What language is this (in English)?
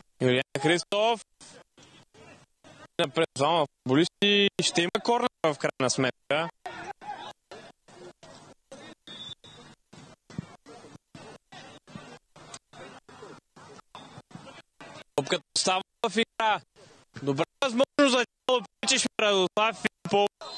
Bulgarian